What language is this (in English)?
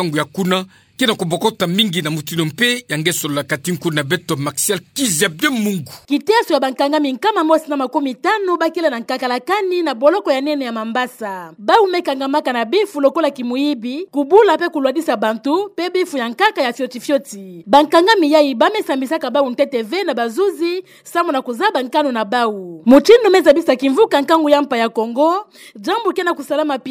Kituba (Democratic Republic of Congo)